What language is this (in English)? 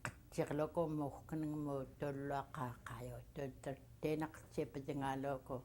Central Yupik